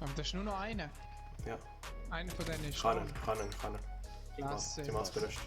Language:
Swiss German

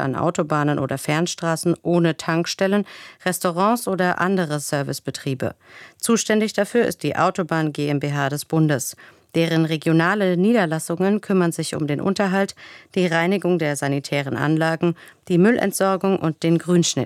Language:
German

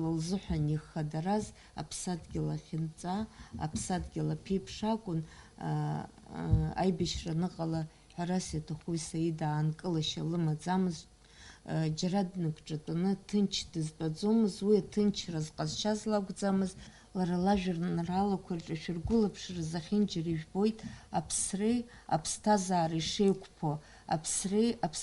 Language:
Abkhazian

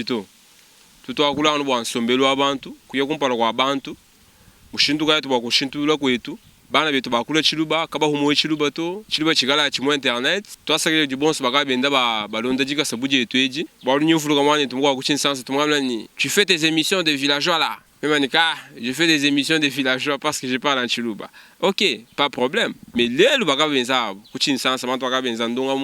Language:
Luba-Lulua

